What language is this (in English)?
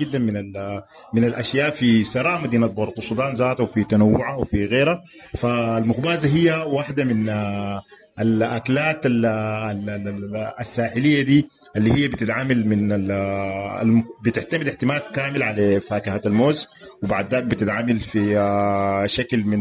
Sudanese Arabic